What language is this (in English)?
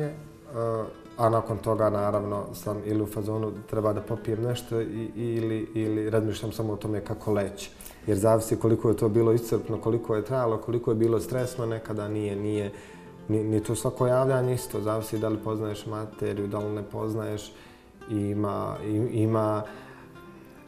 Bosnian